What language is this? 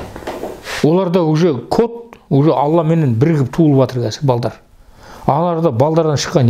Kazakh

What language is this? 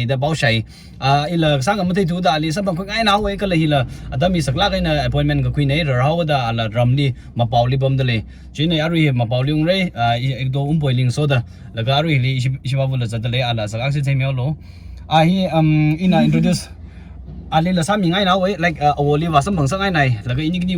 Tangkhul Naga (India)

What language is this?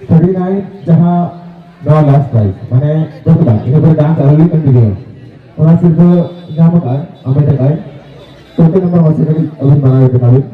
Santali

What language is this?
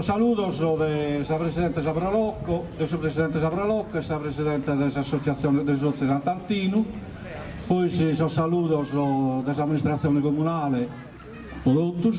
Sardinian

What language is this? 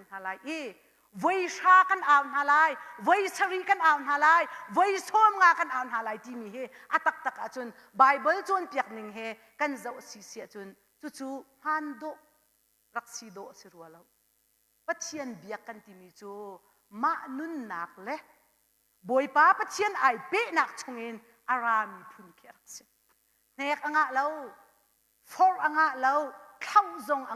Hakha Chin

